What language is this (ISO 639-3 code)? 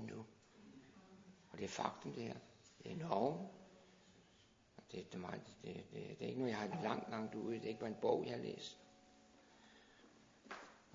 dan